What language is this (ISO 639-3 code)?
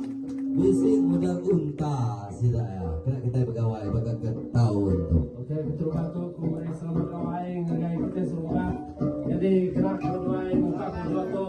iba